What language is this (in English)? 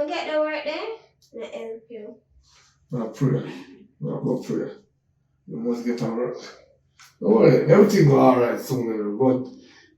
Jamaican Creole English